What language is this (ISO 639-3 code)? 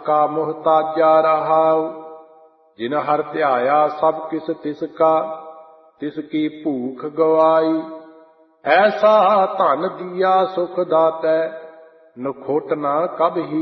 pan